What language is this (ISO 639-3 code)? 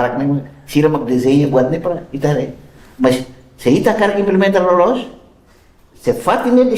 tet